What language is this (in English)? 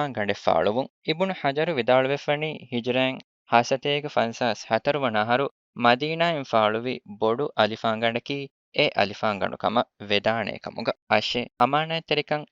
Divehi